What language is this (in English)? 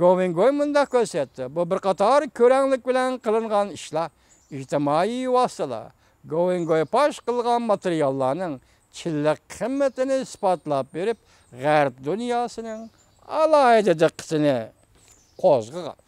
Uyghur